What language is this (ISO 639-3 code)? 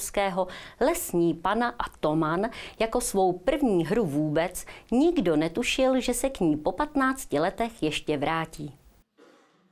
ces